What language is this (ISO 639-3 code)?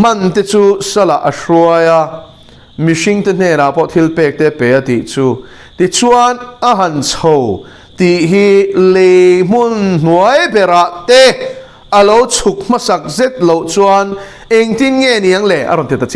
lus